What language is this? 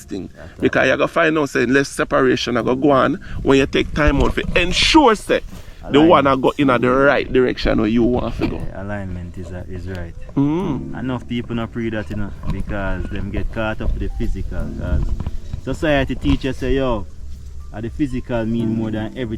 Jamaican Creole English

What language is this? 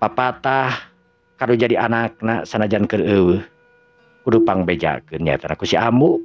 Sundanese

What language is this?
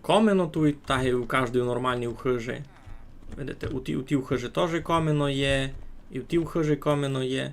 Rusyn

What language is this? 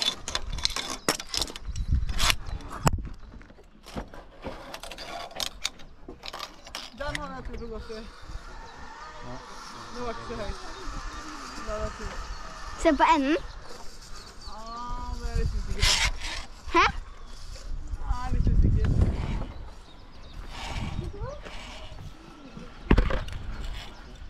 Norwegian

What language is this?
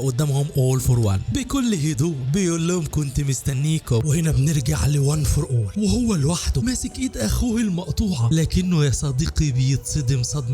Egyptian Arabic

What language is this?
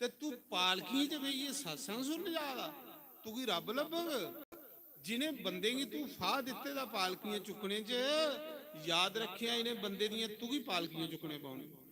Dogri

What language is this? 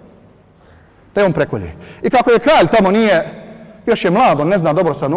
Bosnian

